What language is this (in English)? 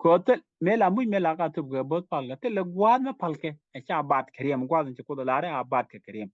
Nuer